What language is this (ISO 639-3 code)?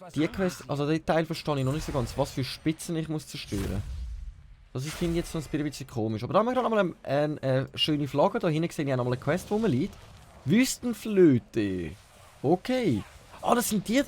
gsw